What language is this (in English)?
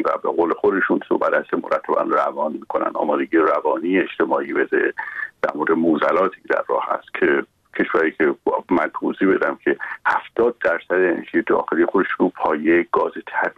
Persian